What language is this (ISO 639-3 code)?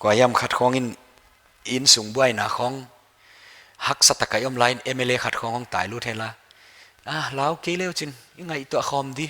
pck